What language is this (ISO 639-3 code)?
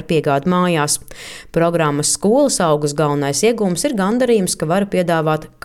lav